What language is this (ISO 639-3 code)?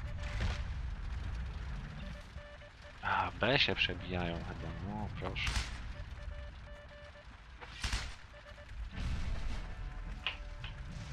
pol